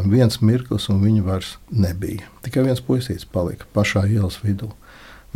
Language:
Latvian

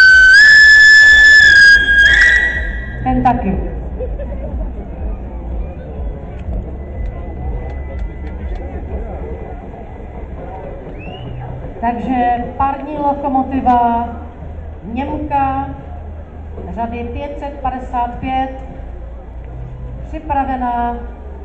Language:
Czech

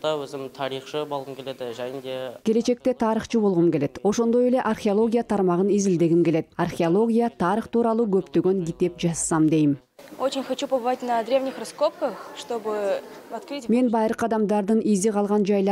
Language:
Kyrgyz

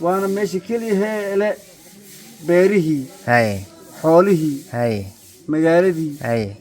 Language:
Somali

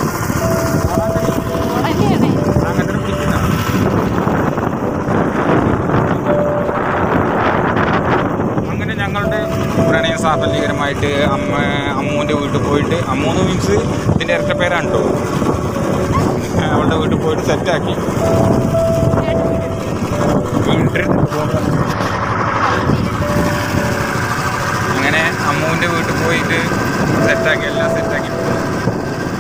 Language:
Malayalam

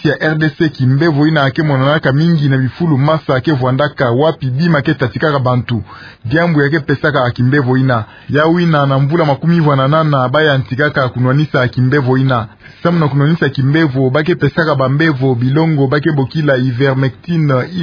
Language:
Kituba (Democratic Republic of Congo)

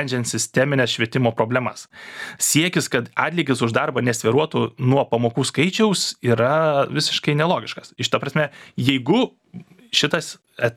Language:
Lithuanian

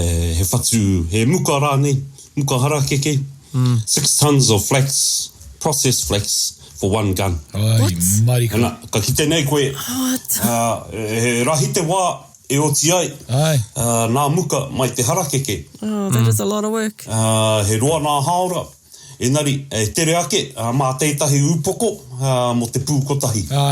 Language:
Māori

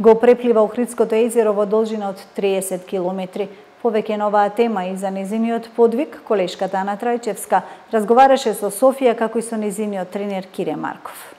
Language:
Macedonian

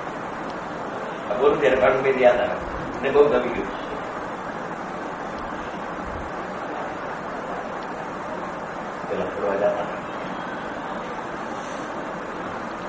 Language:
Gujarati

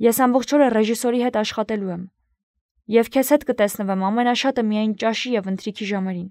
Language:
Armenian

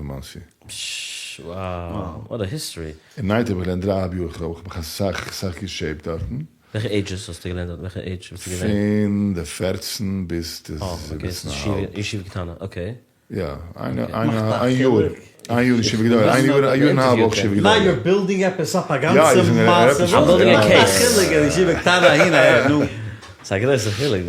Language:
Yiddish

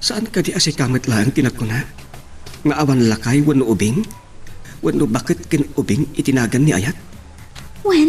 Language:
Iloko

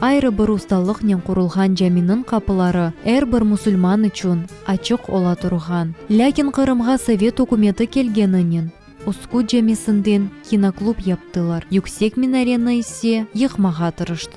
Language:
Crimean Tatar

